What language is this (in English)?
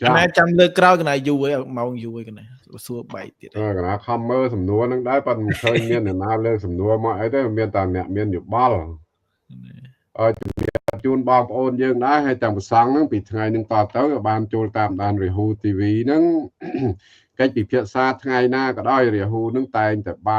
Khmer